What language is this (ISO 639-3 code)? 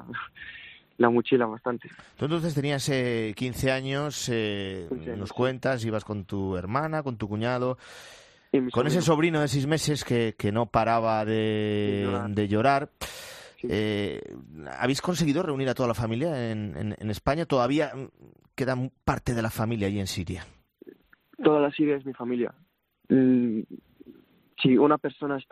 spa